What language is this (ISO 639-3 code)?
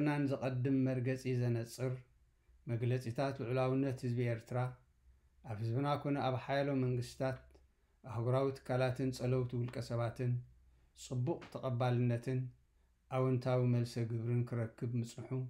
tir